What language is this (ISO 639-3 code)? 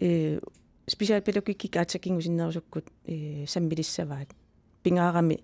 kal